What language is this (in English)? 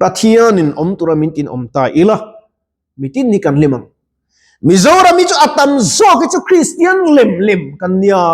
Mizo